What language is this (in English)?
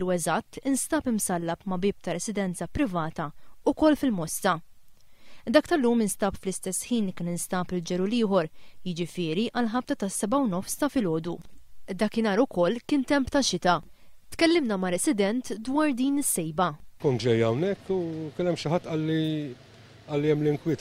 Maltese